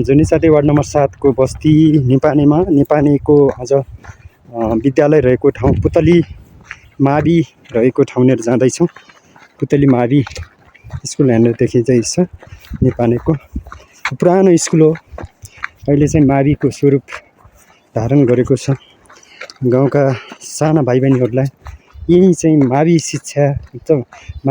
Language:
Nepali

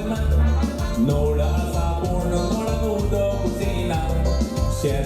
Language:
Konkani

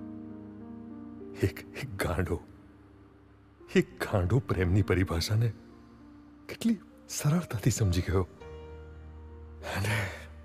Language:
Gujarati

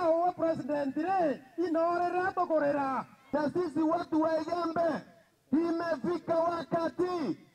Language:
Meru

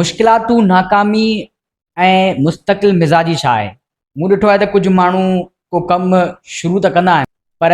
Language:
Sindhi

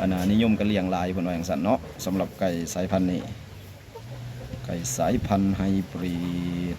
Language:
Lao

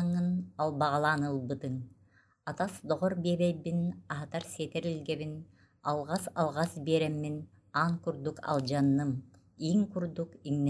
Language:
Yakut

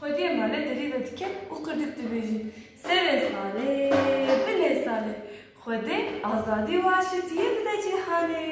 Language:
Kurdish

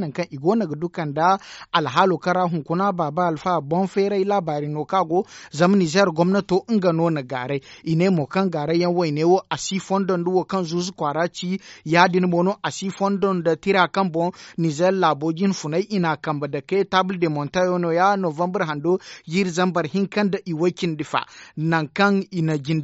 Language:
Zarma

